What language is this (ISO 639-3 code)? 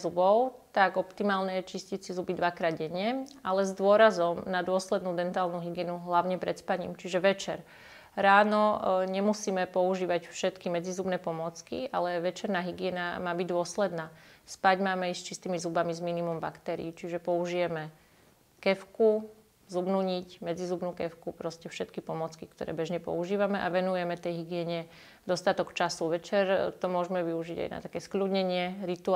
slk